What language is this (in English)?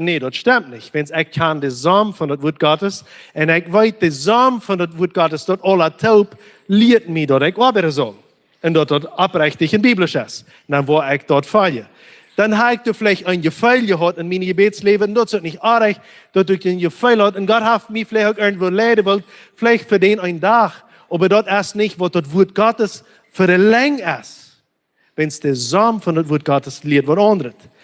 Plautdietsch